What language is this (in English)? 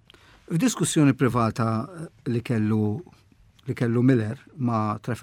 Maltese